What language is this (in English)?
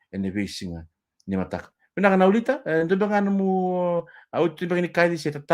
Fijian